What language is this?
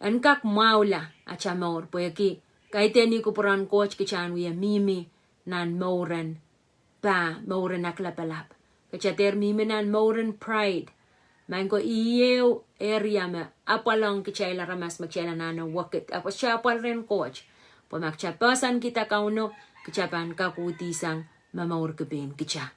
Pohnpeian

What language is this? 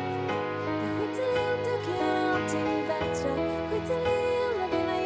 Swedish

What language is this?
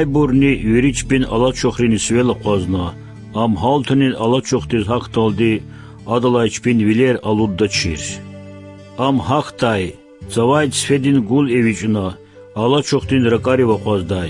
Lezghian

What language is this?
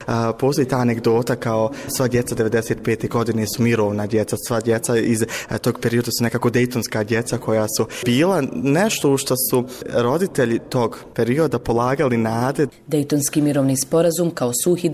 Bosnian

